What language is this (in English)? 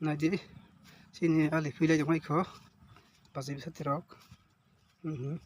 Kok Borok